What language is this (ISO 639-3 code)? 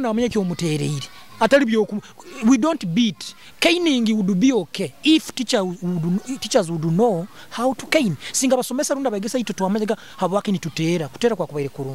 nyo